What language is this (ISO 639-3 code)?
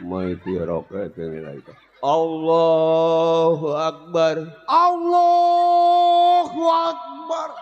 bew